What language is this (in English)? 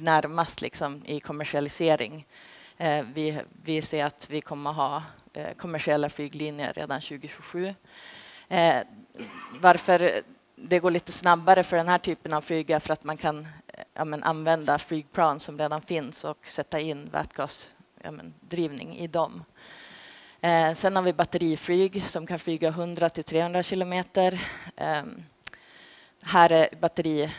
Swedish